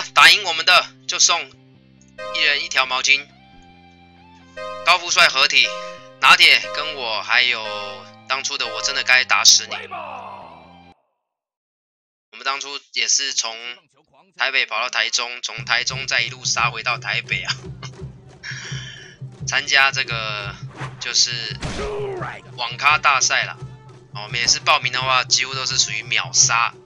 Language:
Chinese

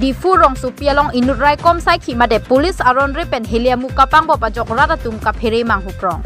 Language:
Karbi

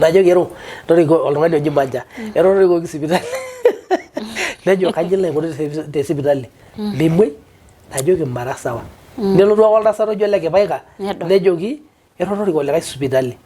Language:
Masai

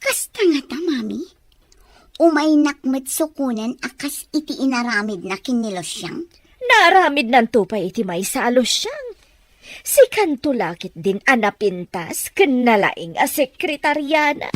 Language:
Iloko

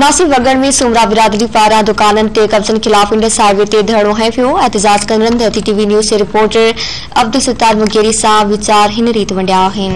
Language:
Sindhi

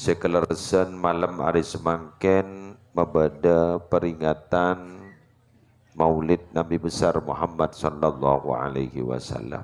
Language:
Madurese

